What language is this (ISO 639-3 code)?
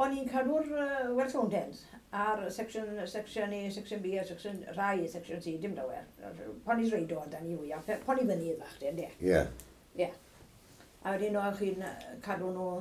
cym